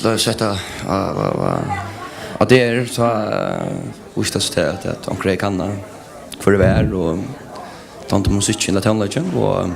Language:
Faroese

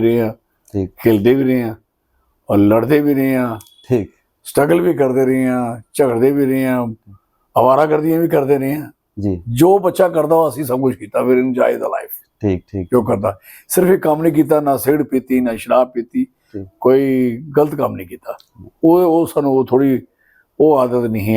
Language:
Dogri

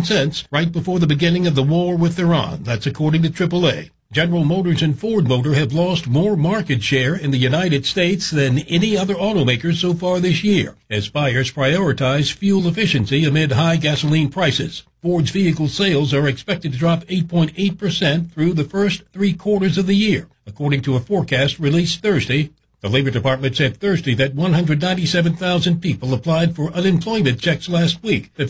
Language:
English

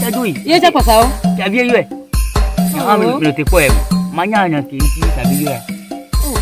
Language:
Ewe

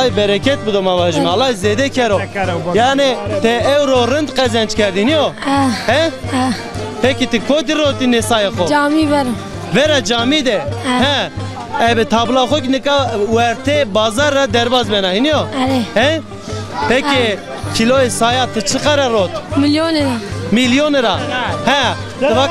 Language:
Zaza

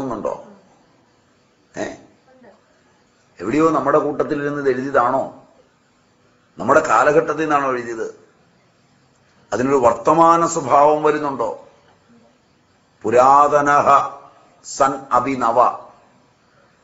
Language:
Malayalam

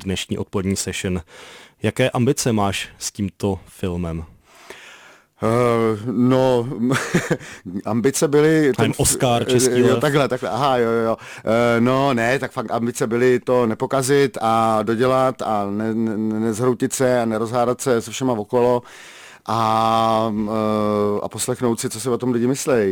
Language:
Czech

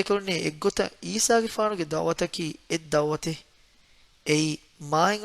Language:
Divehi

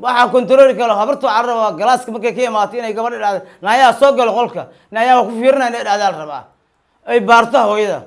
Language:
Somali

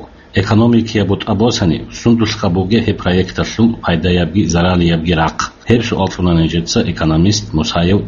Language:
Avaric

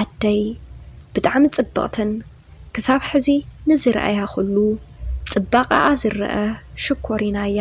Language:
Tigrinya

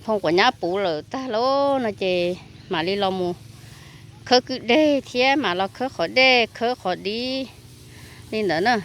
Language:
Hmong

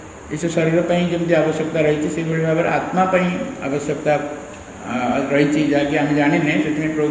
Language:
Odia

